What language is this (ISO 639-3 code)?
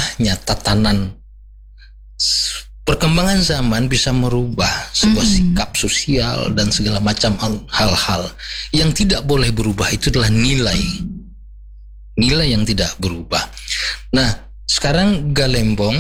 ind